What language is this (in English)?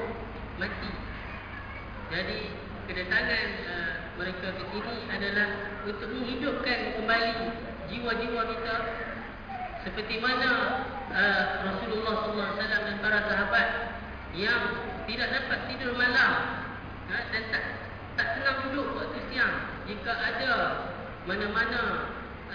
Malay